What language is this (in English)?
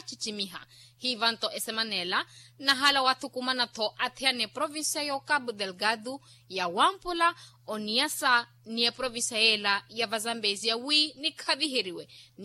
Makhuwa